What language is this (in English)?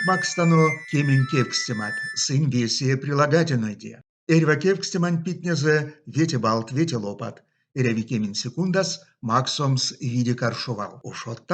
Erzya